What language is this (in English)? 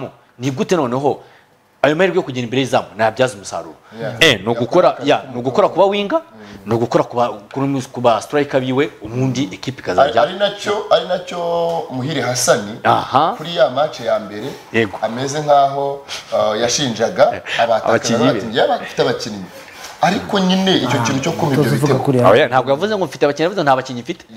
Kinyarwanda